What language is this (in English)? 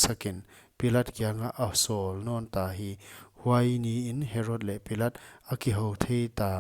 Paite Chin